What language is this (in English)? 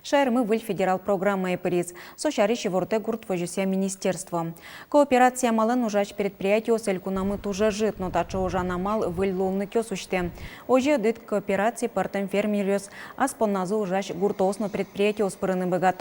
Udmurt